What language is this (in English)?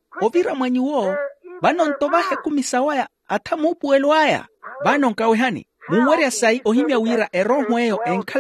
Makhuwa